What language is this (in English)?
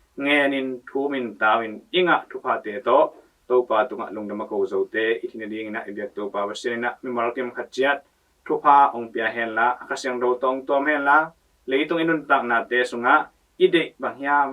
Tedim Chin